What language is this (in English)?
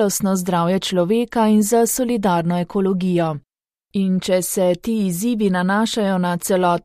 Slovenian